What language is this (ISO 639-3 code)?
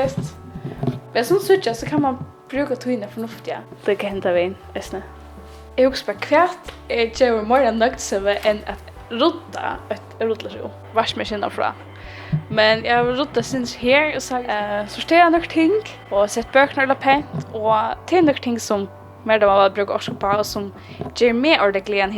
fao